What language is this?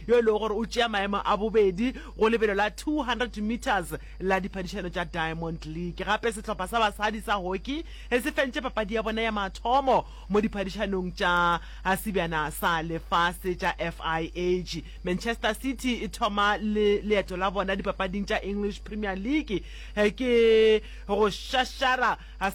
Northern Sotho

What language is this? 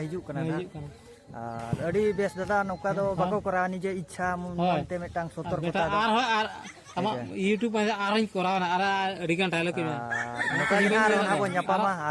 Santali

